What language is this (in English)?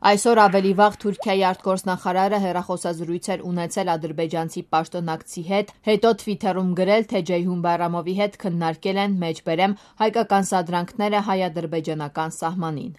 Armenian